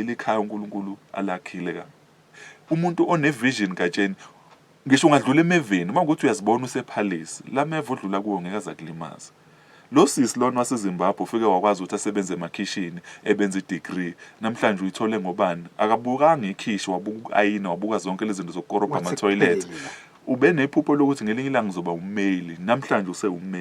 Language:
Zulu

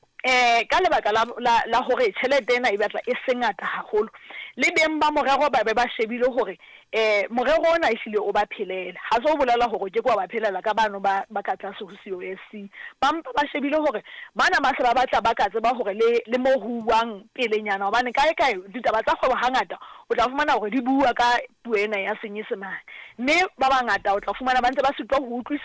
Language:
Southern Sotho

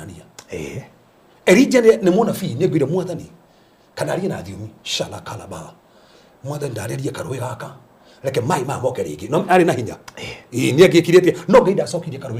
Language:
Kikuyu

